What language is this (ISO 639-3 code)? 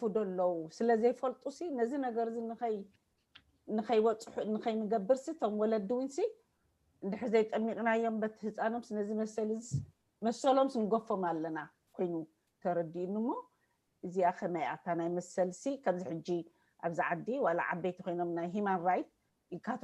tir